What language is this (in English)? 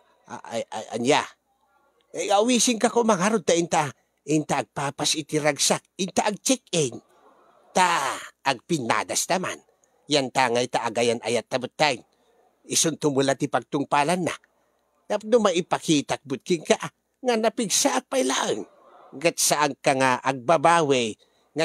Iloko